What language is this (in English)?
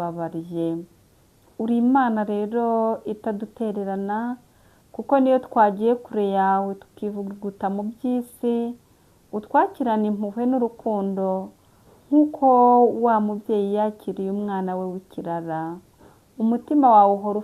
Kinyarwanda